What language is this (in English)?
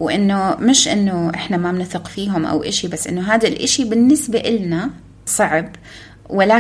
North Levantine Arabic